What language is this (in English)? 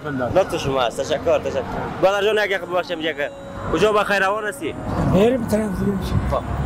Persian